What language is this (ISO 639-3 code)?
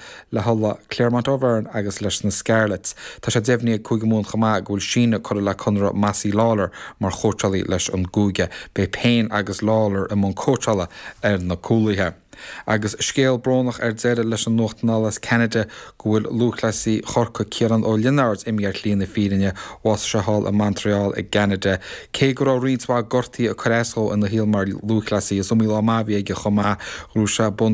gle